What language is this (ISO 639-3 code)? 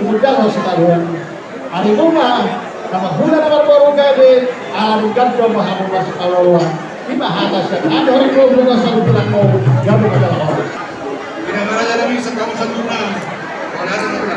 bbc